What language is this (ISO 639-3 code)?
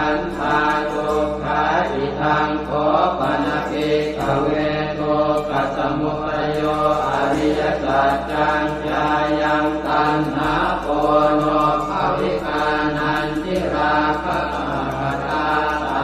pli